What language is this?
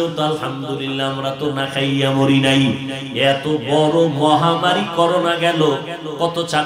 Bangla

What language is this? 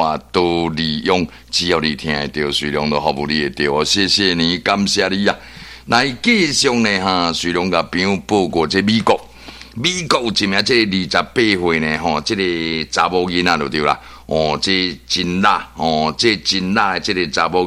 Min Nan Chinese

